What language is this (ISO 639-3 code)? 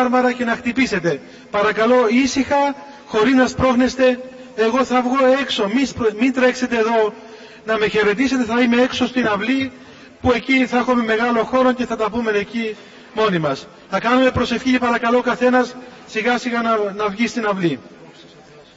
ell